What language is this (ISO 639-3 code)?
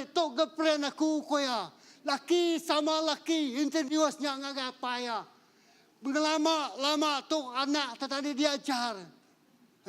iba